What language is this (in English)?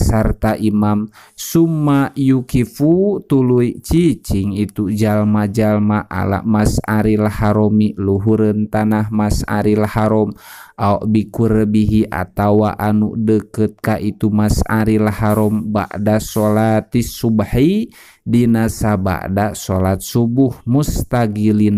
Sundanese